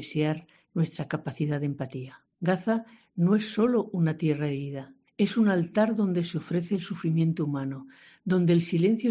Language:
Spanish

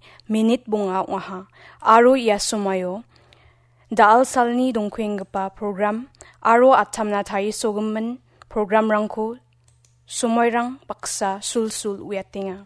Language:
Garo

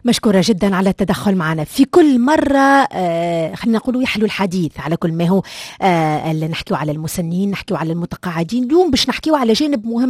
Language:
Tunisian Arabic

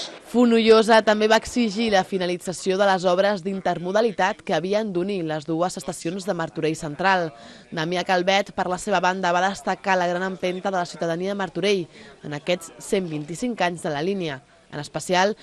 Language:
Catalan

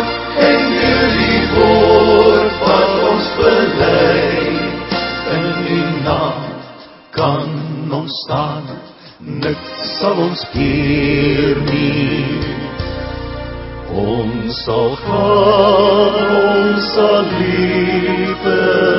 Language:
Afrikaans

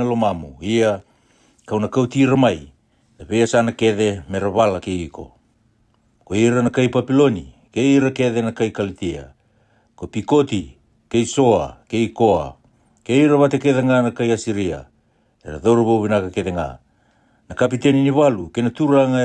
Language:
Fijian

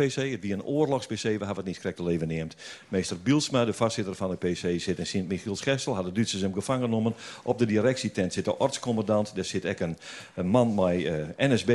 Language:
Western Frisian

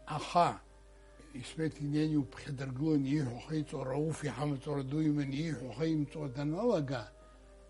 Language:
Abkhazian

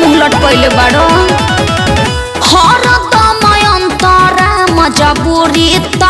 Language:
Bhojpuri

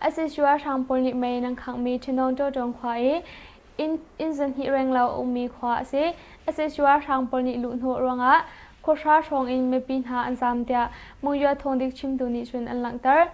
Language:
Hakha Chin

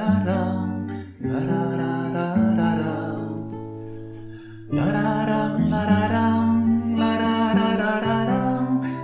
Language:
Basque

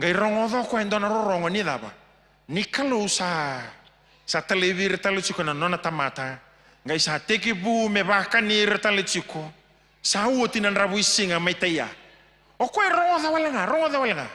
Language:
Fijian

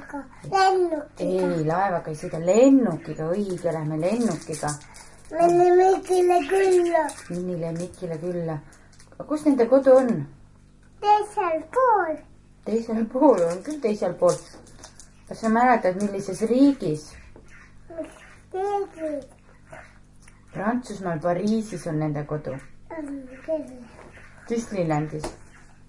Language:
Estonian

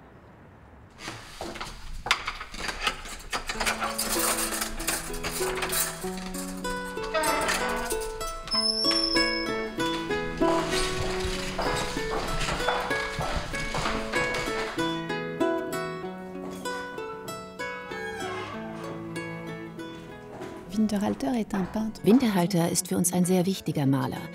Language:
German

